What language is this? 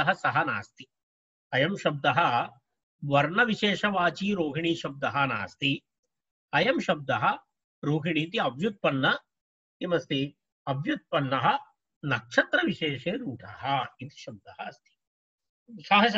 Sanskrit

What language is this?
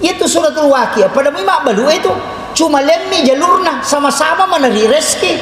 Buginese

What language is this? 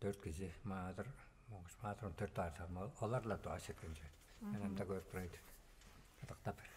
Tuvinian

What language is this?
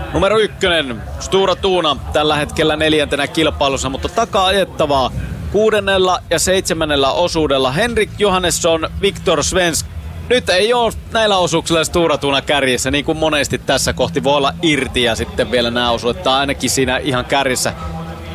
Finnish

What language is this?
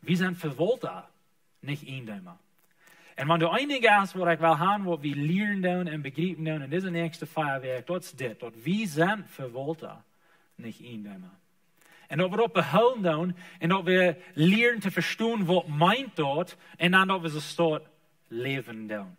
Plautdietsch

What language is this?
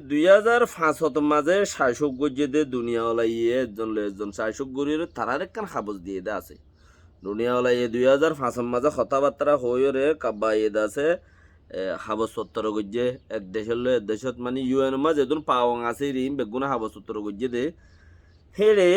Rohingya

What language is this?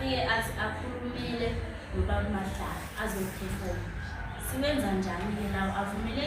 Zulu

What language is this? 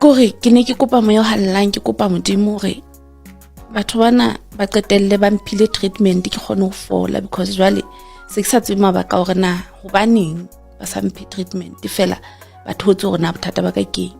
Southern Sotho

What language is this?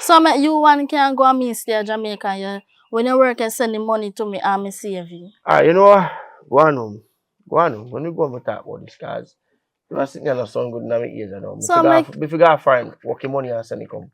Jamaican Creole English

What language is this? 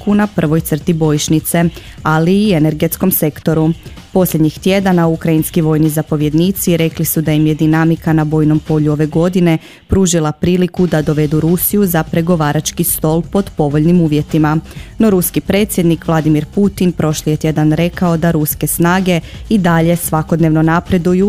Croatian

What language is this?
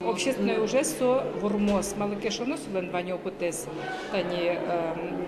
Udmurt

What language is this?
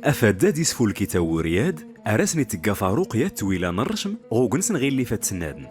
Tachelhit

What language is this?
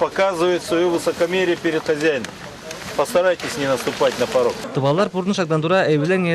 Tuvinian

